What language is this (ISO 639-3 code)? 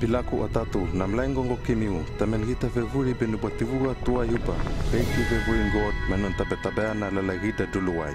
lml